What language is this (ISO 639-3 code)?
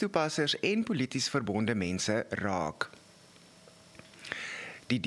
afr